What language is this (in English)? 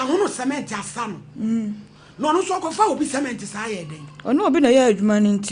Akan